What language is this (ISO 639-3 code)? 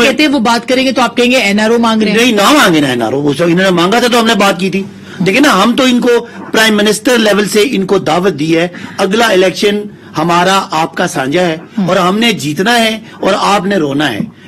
urd